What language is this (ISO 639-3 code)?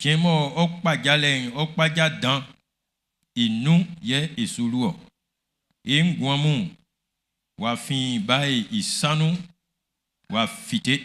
bci